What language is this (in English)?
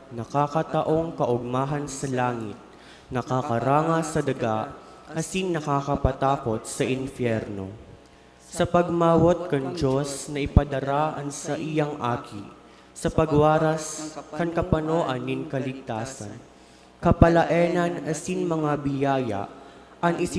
Bikol